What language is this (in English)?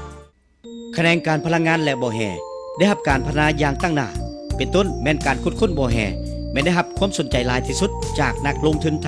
Lao